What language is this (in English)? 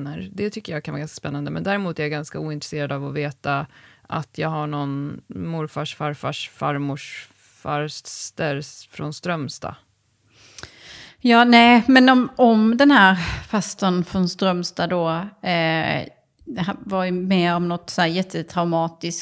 Swedish